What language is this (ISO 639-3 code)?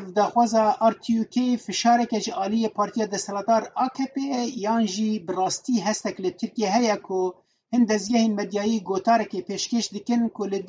kur